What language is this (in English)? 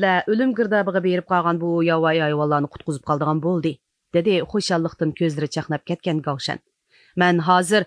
Uyghur